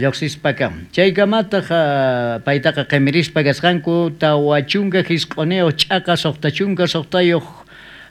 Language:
South Bolivian Quechua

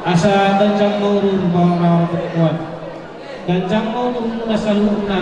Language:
Batak Toba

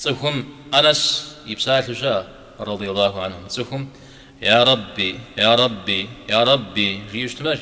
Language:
Kabardian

